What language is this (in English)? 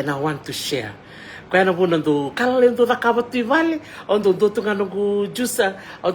Fijian